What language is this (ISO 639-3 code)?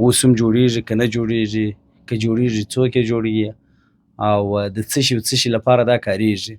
pus